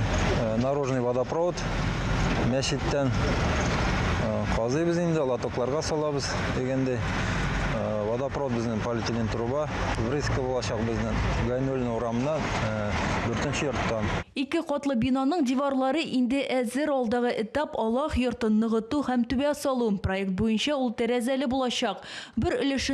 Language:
Tatar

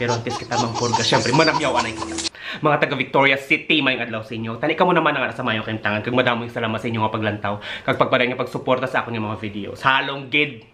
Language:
Hiligaynon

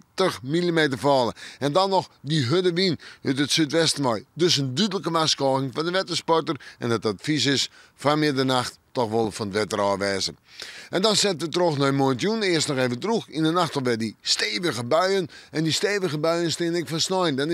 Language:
Western Frisian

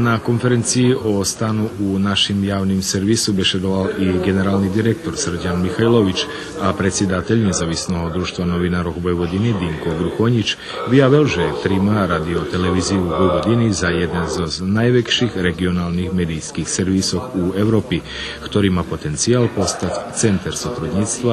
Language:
Rusyn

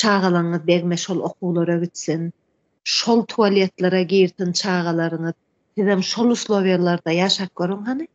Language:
Turkmen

